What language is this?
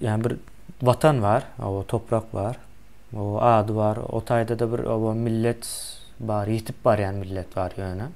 Turkmen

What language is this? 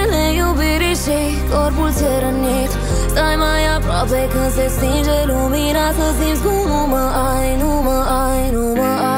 Romanian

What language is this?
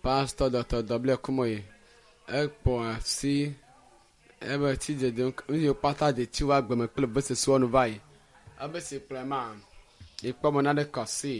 Ewe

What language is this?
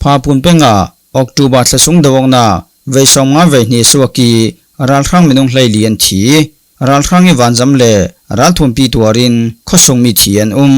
Falam Chin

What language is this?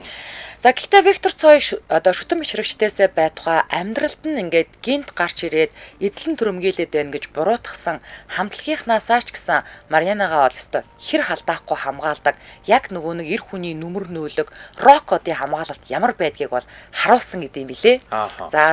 Mongolian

